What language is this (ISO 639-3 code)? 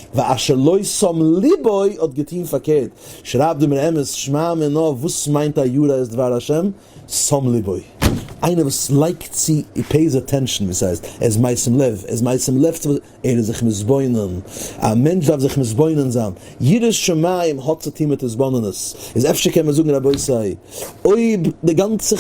yid